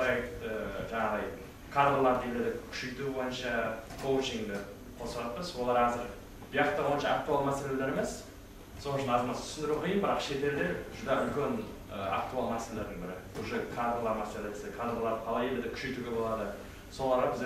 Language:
Kara-Kalpak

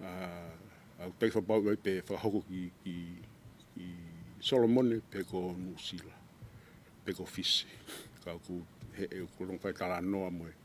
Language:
Tongan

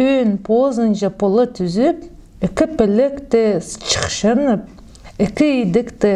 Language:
Khakas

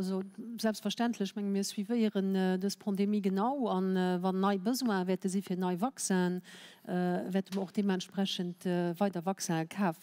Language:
Luxembourgish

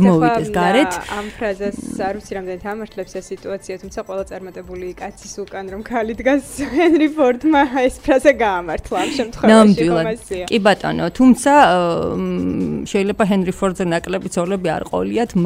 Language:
Georgian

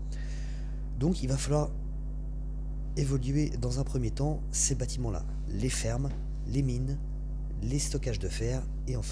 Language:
French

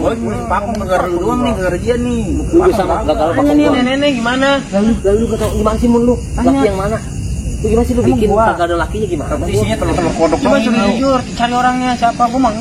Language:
Betawi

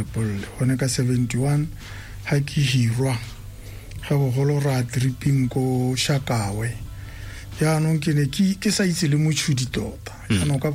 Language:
Tswana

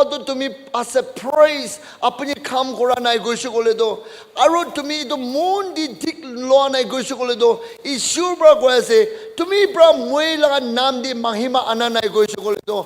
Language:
Naga Pidgin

